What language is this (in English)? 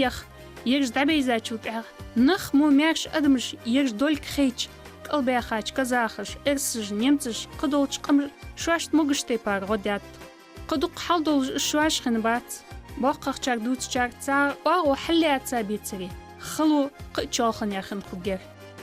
Ingush